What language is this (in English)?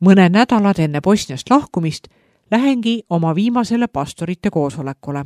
Estonian